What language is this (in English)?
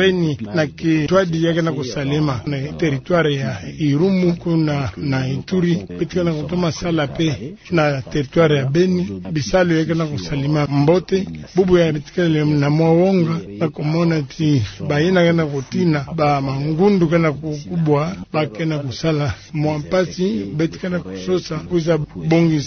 Kituba (Democratic Republic of Congo)